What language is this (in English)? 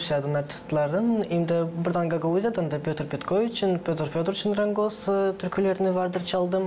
Gagauz